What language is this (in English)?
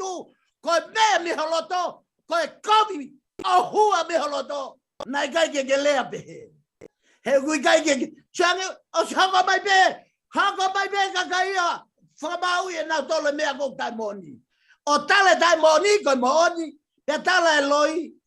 Tongan